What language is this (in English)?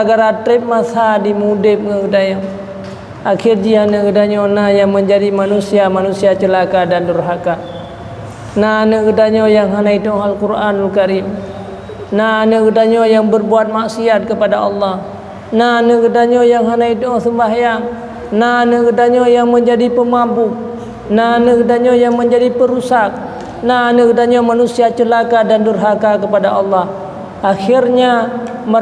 Achinese